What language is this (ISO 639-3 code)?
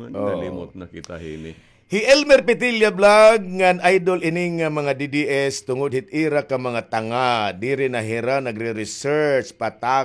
war